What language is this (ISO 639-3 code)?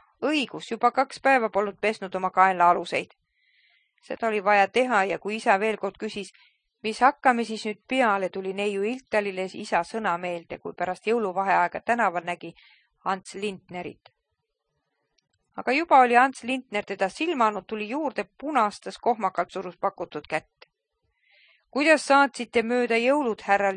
est